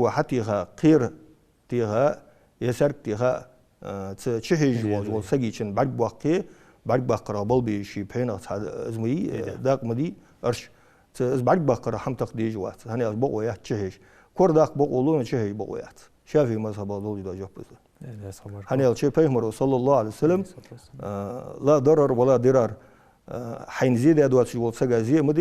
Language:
Ingush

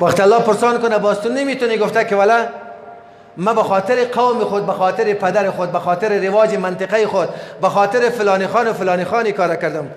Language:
Persian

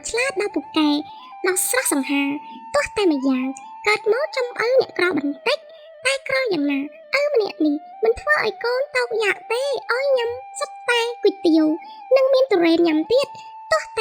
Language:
Khmer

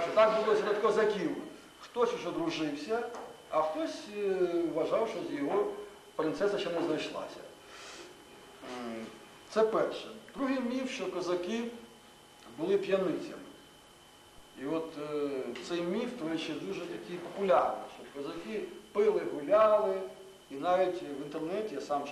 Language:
Ukrainian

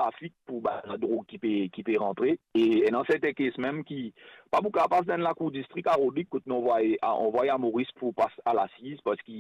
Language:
Morisyen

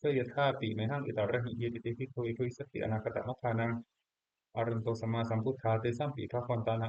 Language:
Pali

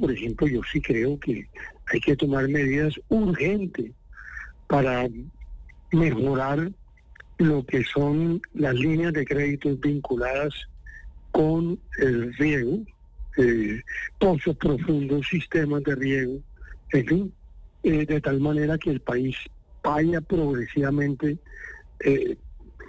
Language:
Spanish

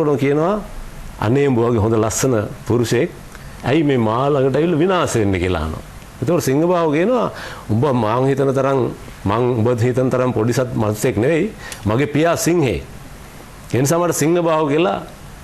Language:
Sinhala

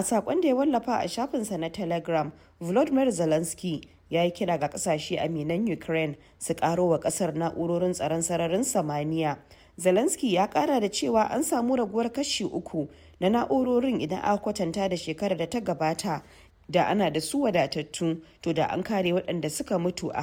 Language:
Hausa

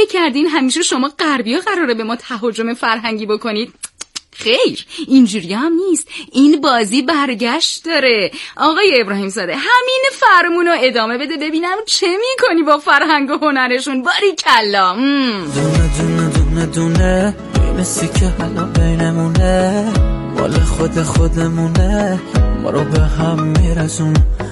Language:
Persian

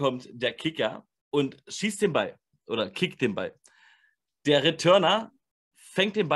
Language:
German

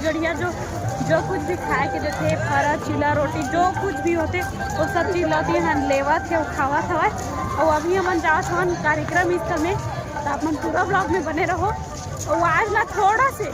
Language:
Chhattisgarhi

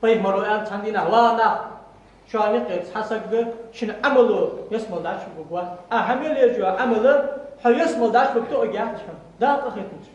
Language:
Ingush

